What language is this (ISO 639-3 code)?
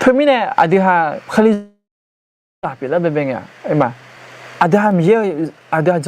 ahk